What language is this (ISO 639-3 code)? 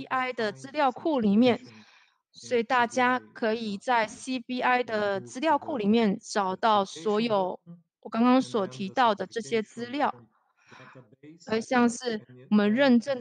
zho